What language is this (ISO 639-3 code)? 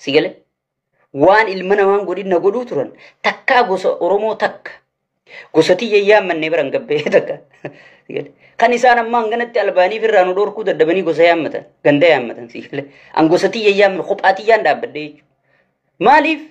orm